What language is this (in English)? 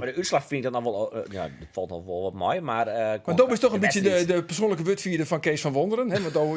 Western Frisian